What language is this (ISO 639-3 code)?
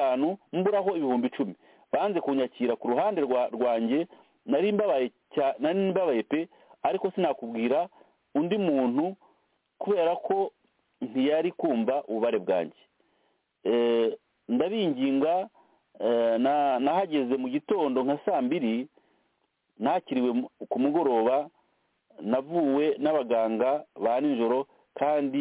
kin